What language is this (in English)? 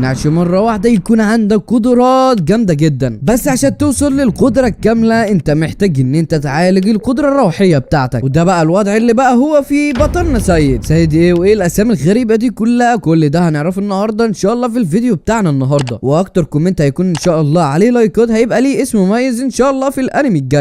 Egyptian Arabic